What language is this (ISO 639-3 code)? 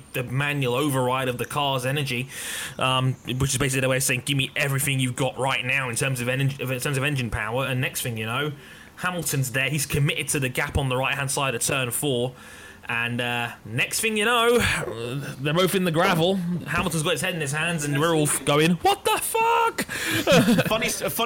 eng